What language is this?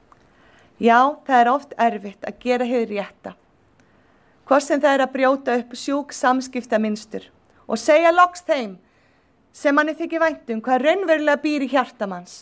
Icelandic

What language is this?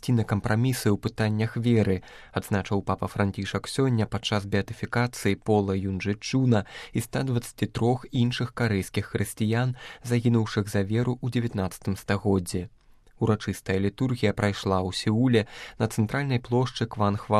Belarusian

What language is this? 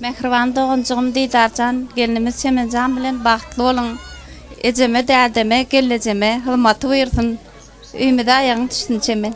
Turkmen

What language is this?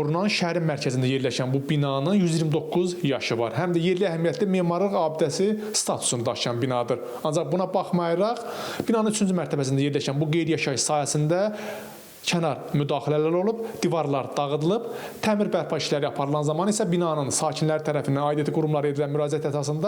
Azerbaijani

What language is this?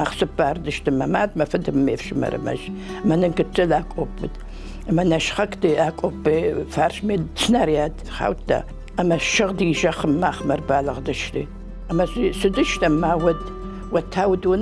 Ossetic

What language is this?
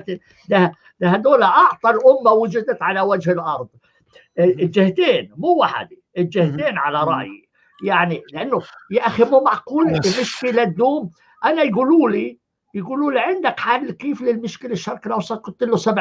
North Levantine Arabic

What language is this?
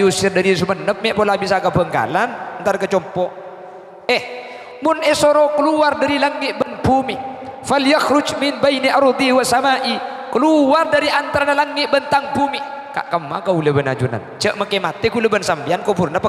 Madurese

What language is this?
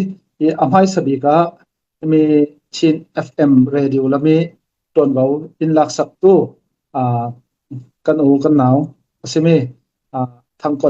Falam Chin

